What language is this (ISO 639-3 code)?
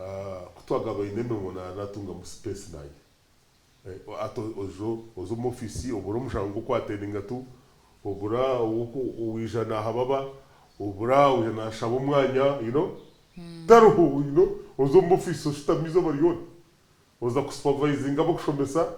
nyn